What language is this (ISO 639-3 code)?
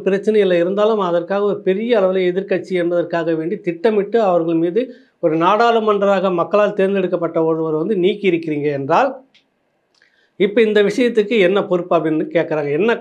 tam